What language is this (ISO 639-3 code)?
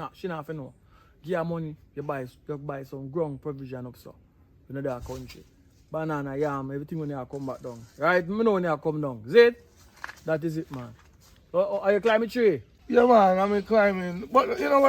jam